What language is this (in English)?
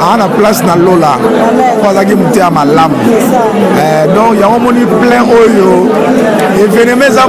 Lingala